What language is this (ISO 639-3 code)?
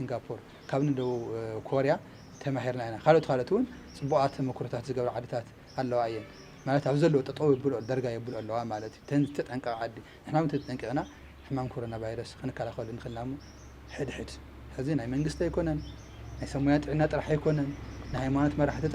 tir